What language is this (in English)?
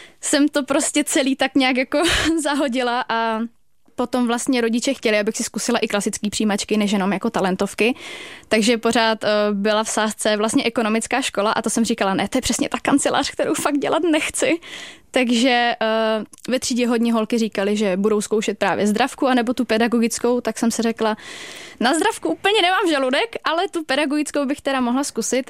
Czech